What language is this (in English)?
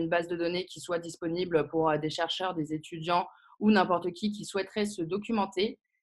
French